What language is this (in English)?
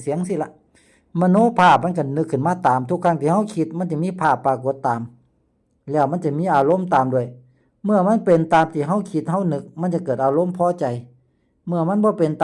Lao